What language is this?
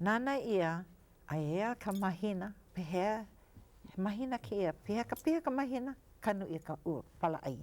Hawaiian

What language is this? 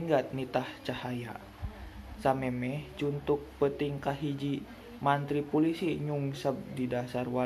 Sundanese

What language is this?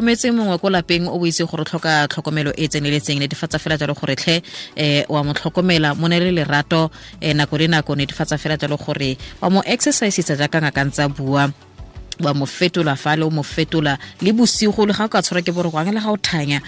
Tswana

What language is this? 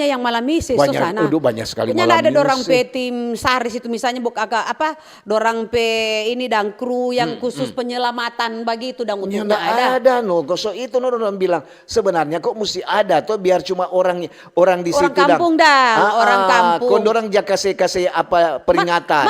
Manado Malay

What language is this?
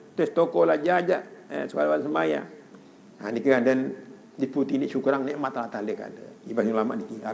Sasak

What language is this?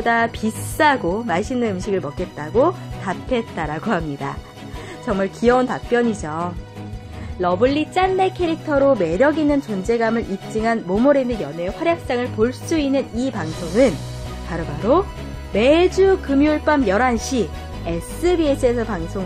Korean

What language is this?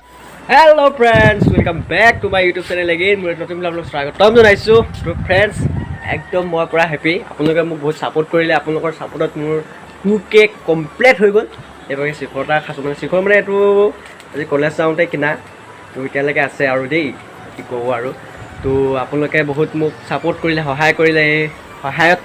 Assamese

